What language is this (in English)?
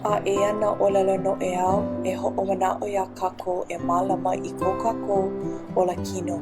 Hawaiian